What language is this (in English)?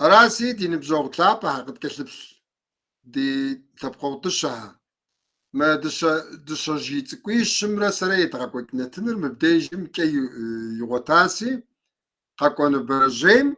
Kabardian